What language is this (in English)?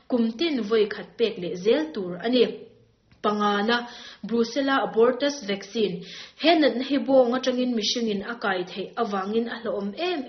Mizo